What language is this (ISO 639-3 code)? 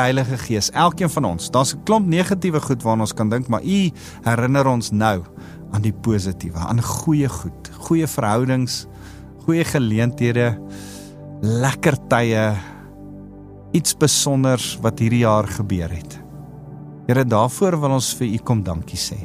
afr